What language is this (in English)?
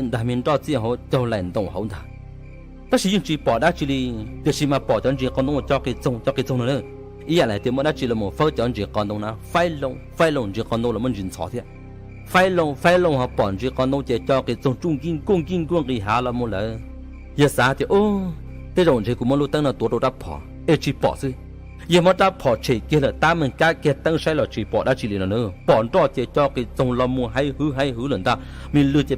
Hmong